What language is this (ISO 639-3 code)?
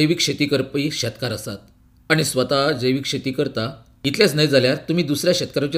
kok